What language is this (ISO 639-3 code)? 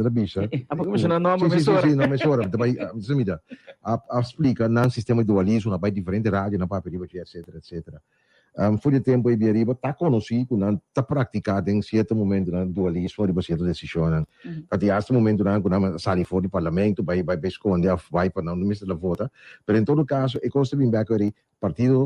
pap